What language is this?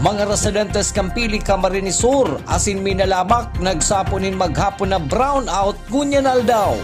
Bikol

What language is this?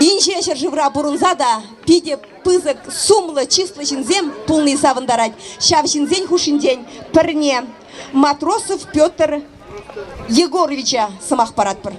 Chuvash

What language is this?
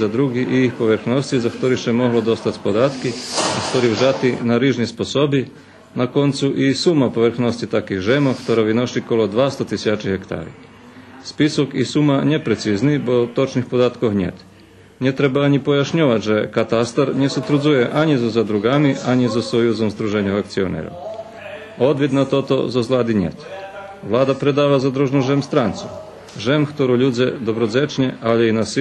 Rusyn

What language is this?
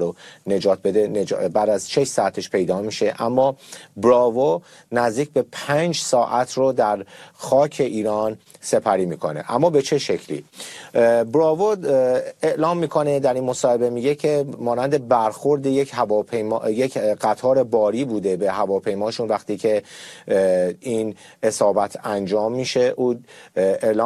Persian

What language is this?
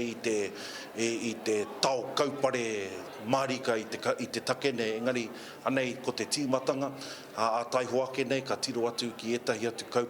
Māori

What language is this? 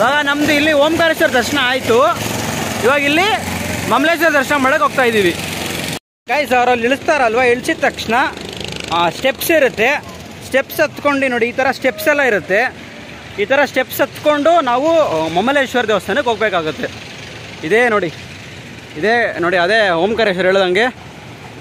Kannada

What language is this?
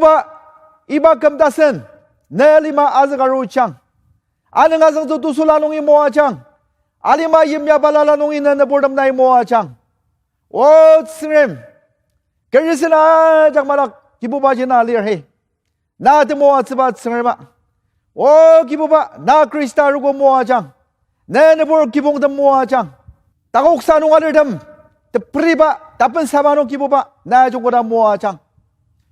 Ao Naga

